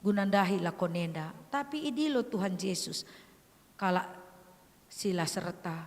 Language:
Batak Karo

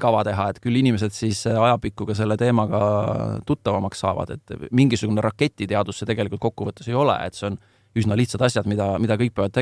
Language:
Estonian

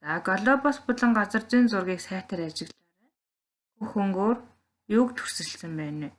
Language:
Mongolian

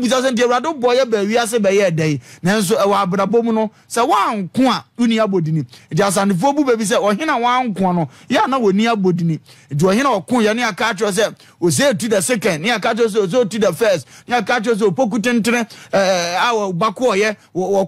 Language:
Akan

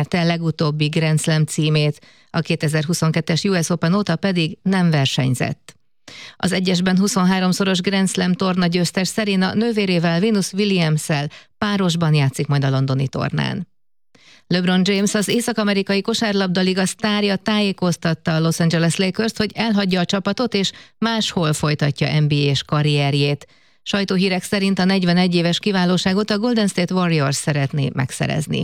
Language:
Hungarian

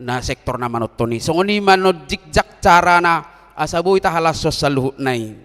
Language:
Batak Toba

